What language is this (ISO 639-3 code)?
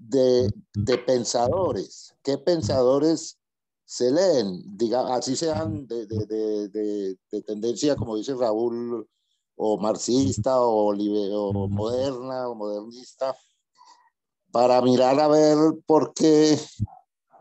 spa